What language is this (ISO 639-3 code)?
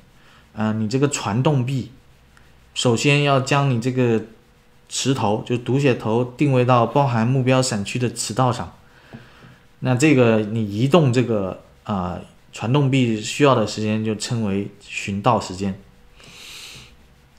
zho